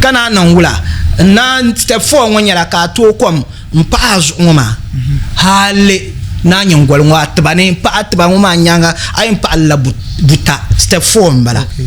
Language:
Dagbani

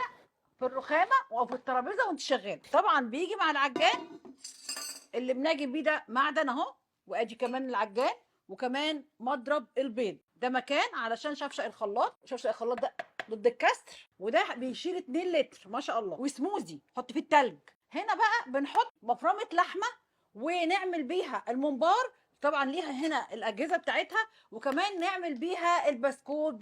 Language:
Egyptian Arabic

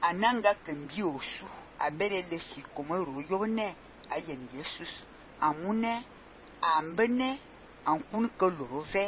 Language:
Fang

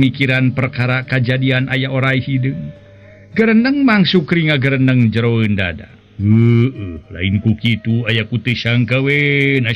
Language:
Sundanese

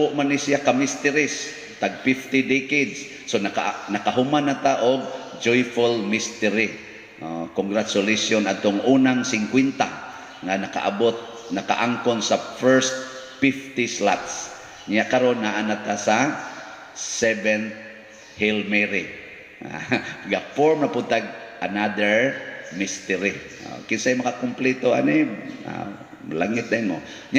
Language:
Cebuano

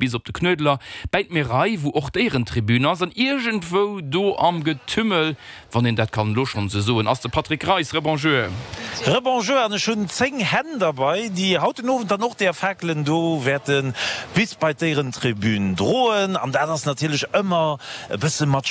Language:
Luxembourgish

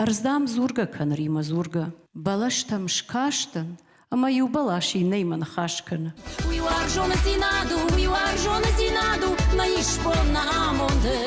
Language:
Ossetic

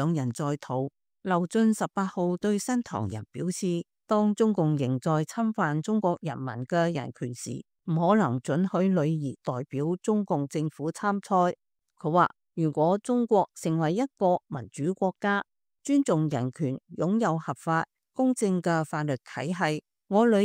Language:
Cantonese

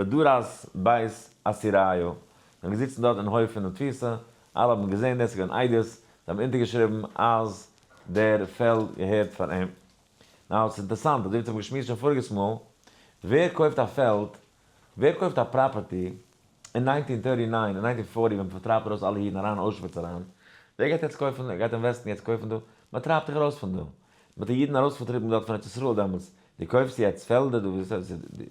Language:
Yiddish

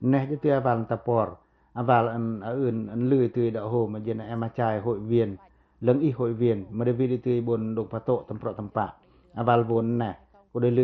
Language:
Pacoh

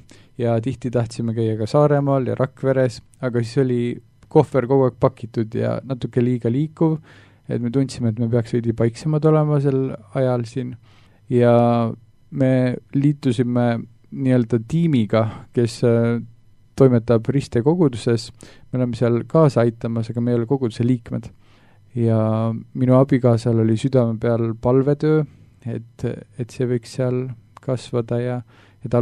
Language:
Estonian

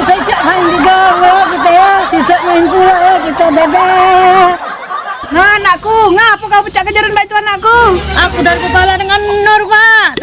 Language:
Musi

